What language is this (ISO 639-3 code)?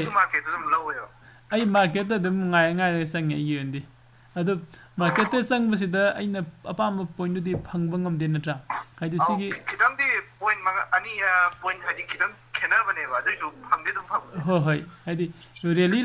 mni